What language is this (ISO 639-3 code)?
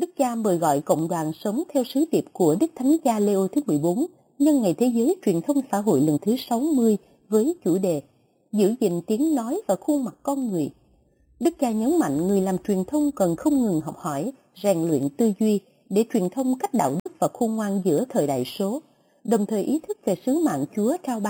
vie